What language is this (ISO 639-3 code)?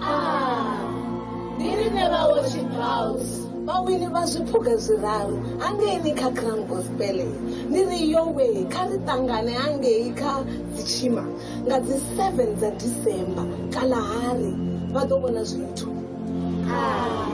ven